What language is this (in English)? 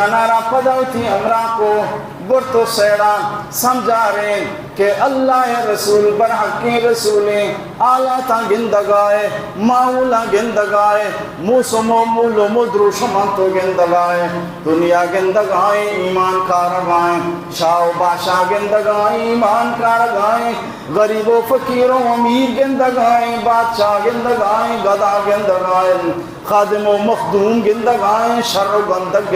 Baluchi